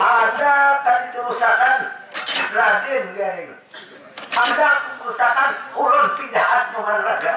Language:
Banjar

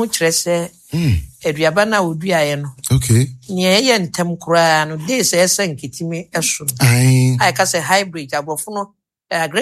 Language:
Akan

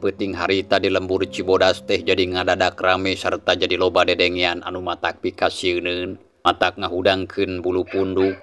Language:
Sundanese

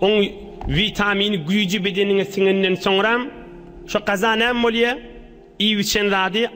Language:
Turkmen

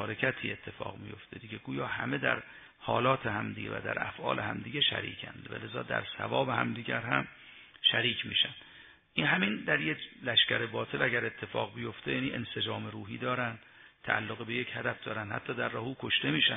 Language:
Persian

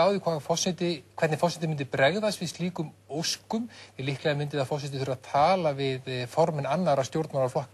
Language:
Icelandic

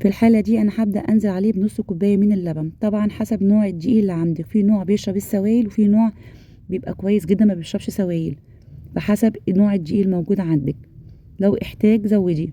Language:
Egyptian Arabic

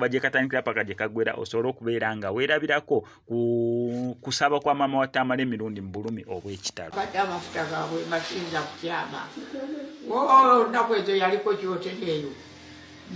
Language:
Ganda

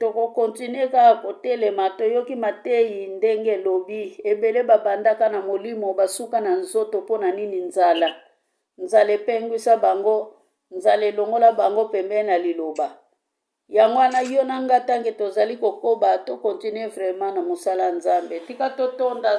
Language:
Lingala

